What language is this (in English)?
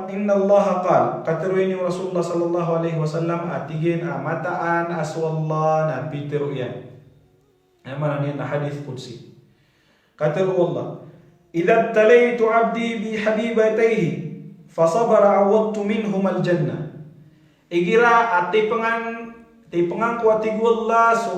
Maranao